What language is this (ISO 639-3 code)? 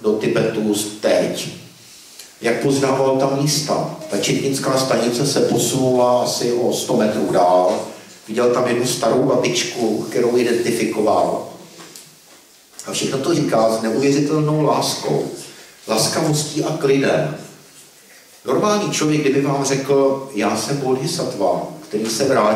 ces